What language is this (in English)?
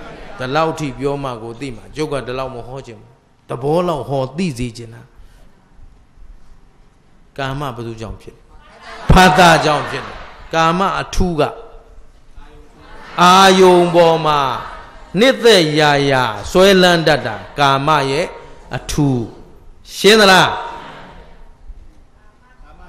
Burmese